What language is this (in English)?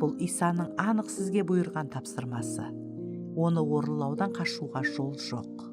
Kara-Kalpak